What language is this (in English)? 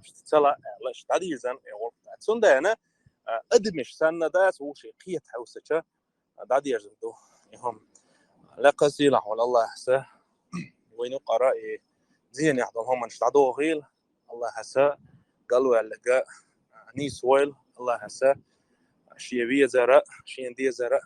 Chechen